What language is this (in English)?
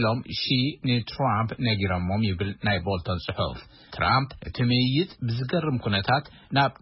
Tigrinya